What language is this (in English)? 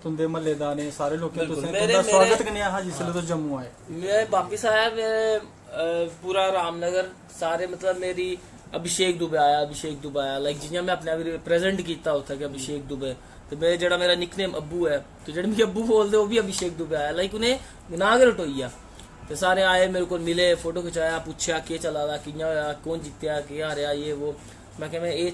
Dogri